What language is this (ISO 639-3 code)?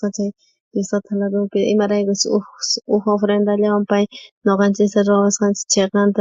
quh